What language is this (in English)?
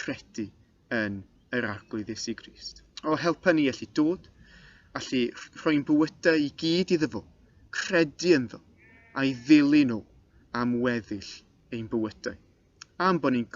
Welsh